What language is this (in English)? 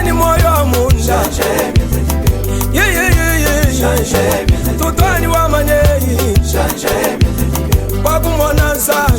Luba-Lulua